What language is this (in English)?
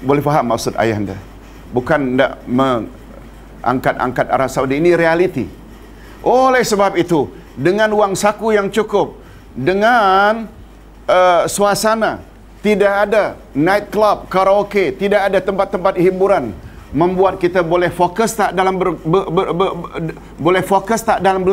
Malay